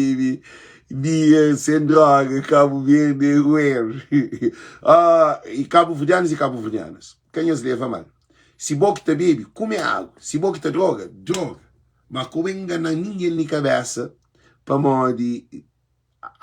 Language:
Kabuverdianu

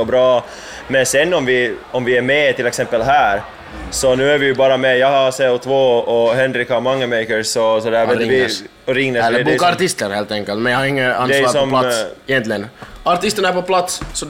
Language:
Swedish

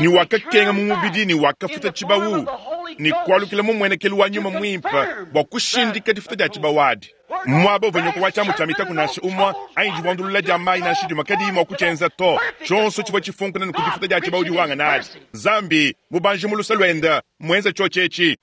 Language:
Luba-Lulua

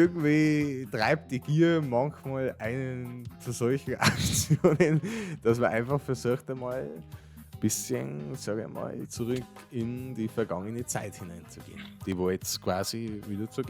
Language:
Bavarian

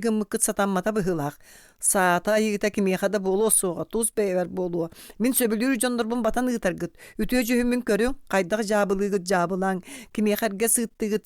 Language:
Yakut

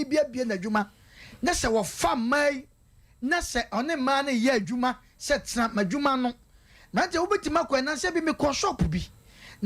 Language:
Akan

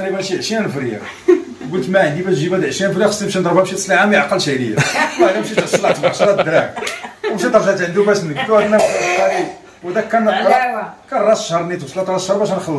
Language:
Moroccan Arabic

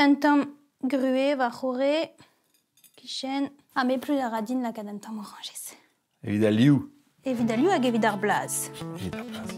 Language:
Breton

